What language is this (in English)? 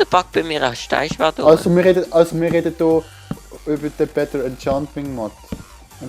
Swiss German